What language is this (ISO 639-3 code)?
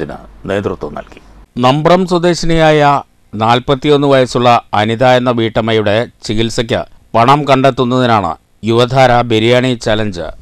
mal